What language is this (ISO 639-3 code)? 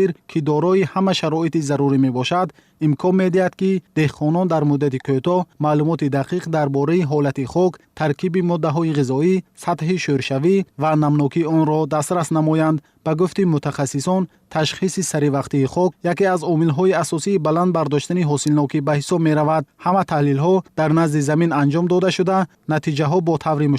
tgk